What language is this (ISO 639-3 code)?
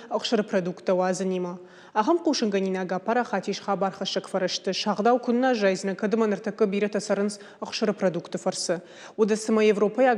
oss